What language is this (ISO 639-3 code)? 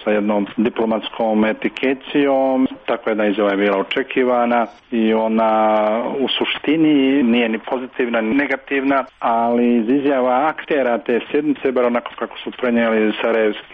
srp